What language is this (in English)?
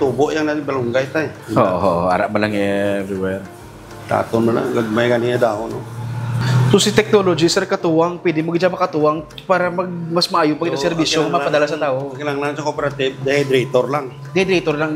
Hiligaynon